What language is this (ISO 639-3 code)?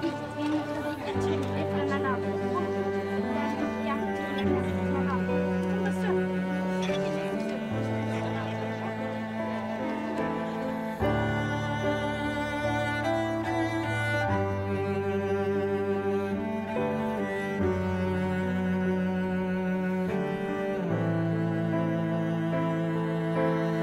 nor